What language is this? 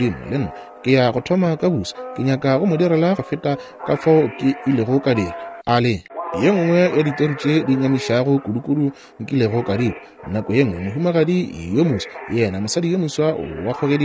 Northern Sotho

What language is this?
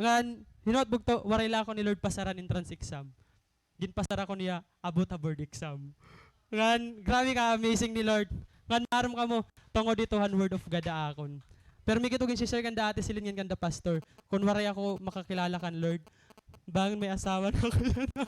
Waray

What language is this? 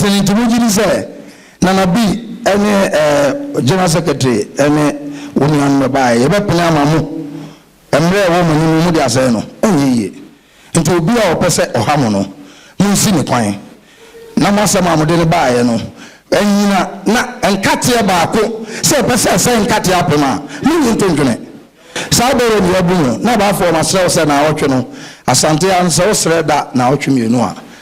Akan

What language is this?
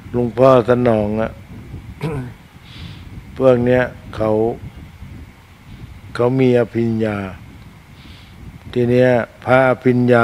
Thai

